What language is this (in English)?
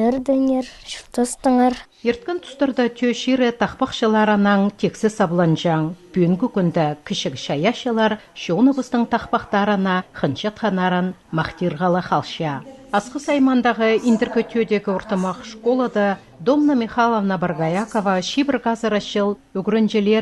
Khakas